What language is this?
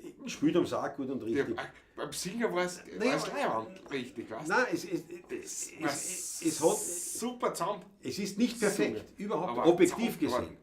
Bavarian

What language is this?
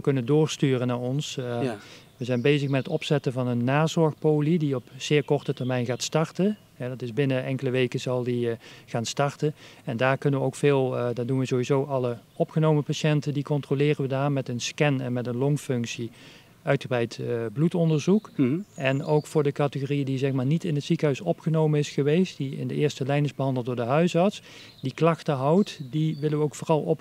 Dutch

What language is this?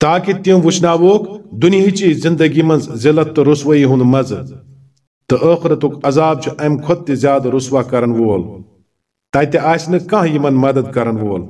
Kashmiri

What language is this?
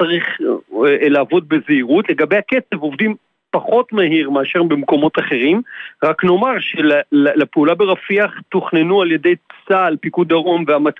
Hebrew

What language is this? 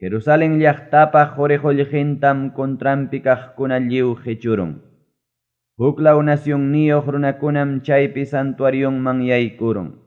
Ayacucho Quechua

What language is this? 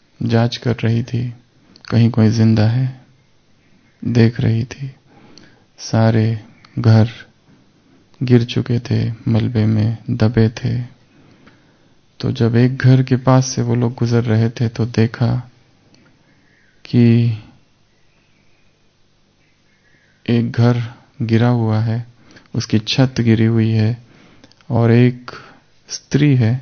Hindi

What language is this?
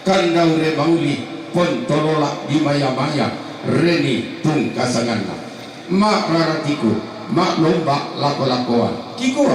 Toraja-Sa'dan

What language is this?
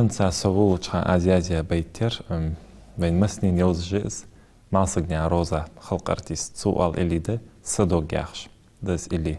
Ingush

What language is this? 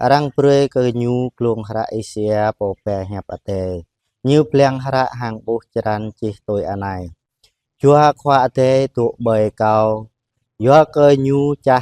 Jarai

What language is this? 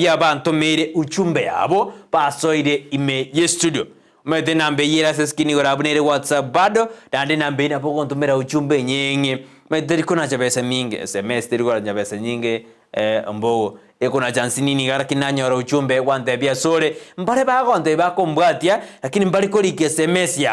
Gusii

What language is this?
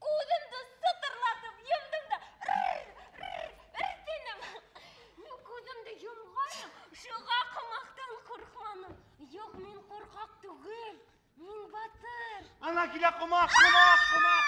Bashkir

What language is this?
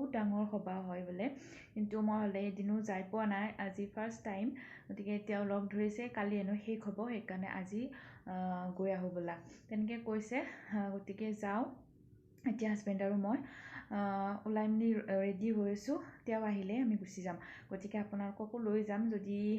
Assamese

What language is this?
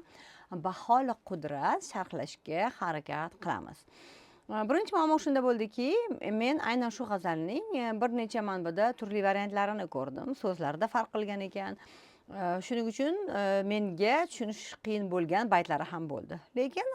Uzbek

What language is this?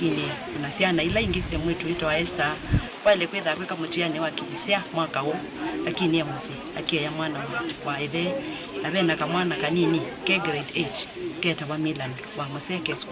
Kamba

